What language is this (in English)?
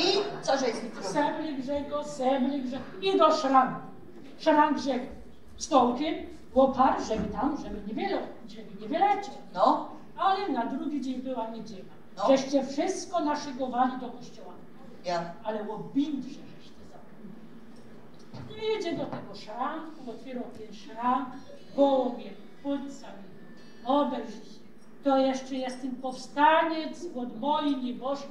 Silesian